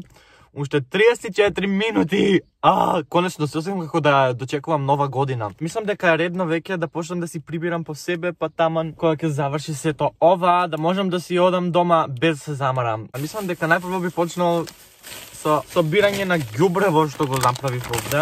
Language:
Macedonian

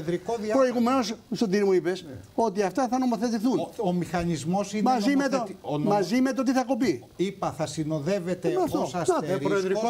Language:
Greek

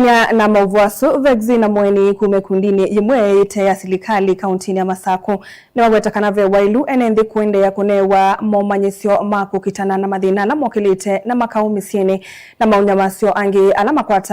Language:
Kamba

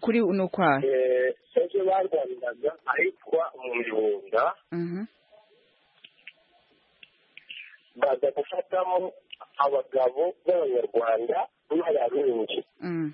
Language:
Kinyarwanda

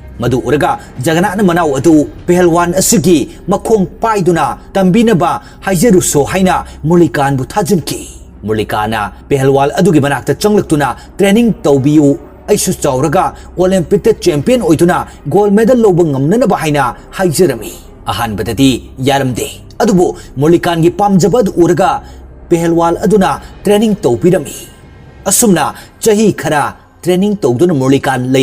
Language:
Manipuri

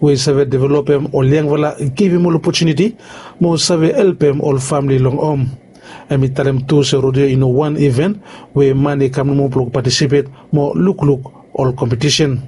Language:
Bislama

